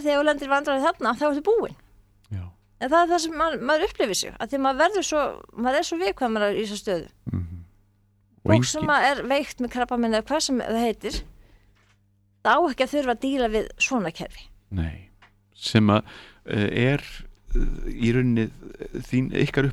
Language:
Icelandic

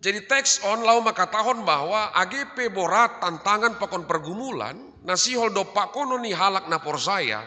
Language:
Batak Simalungun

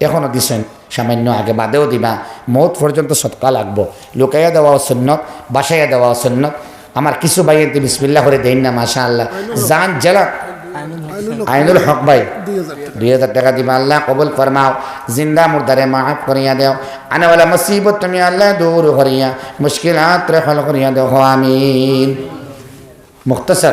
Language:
Sylheti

